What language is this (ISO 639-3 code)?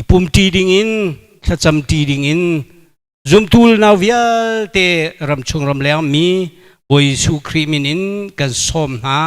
cnh